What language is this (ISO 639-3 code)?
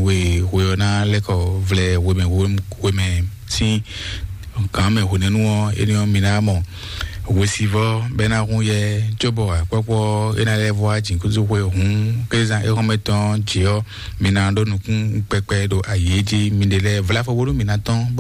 fon